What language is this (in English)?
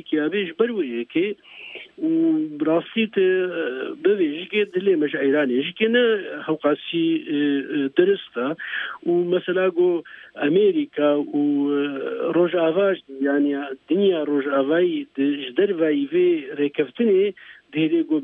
Kurdish